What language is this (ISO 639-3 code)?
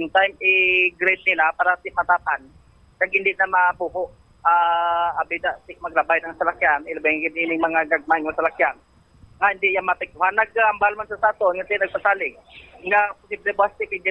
hil